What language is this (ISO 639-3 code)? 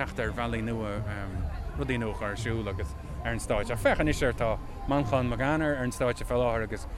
gle